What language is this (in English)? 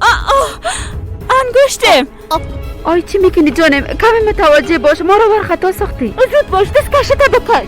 Persian